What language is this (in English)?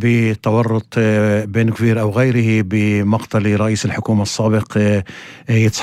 North Levantine Arabic